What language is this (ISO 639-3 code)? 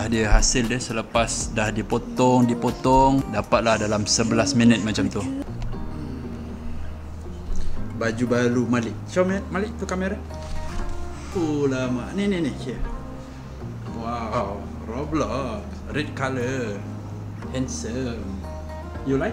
msa